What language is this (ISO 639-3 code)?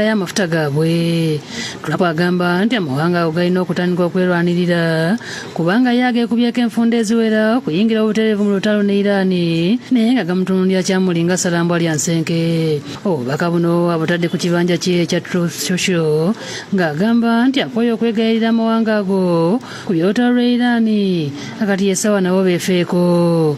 lug